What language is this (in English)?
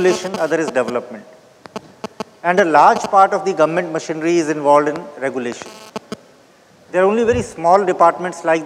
English